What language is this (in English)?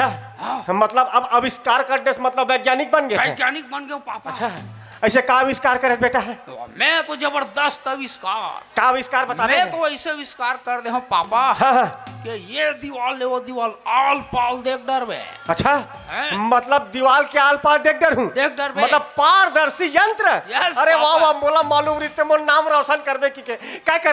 Chhattisgarhi